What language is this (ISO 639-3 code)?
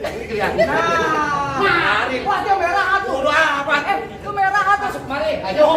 bew